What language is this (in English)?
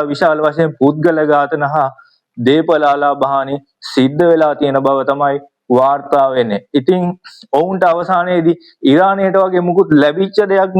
Sinhala